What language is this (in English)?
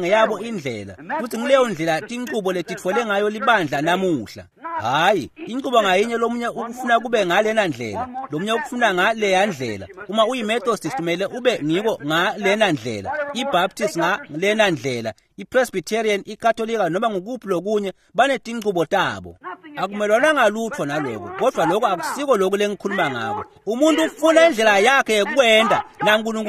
Swati